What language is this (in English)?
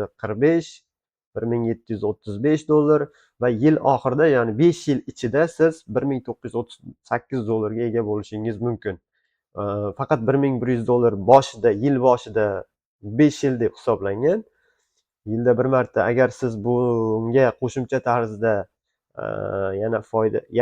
Uzbek